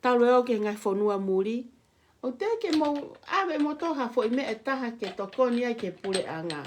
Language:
Tongan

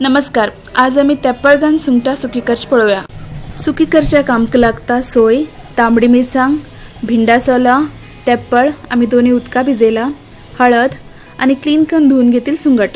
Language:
Konkani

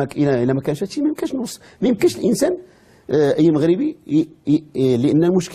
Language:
Moroccan Arabic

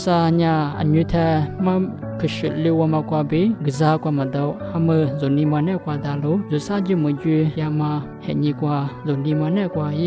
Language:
Lisu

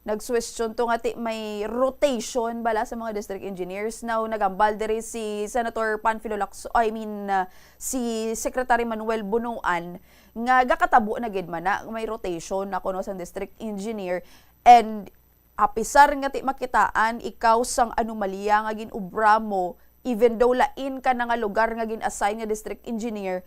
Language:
Hiligaynon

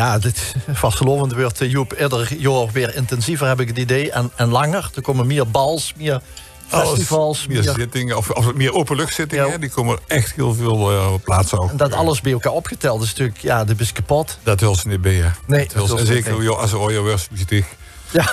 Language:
Limburgish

